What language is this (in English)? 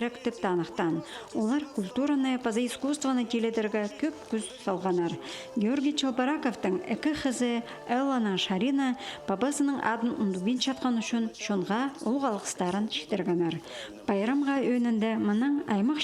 Khakas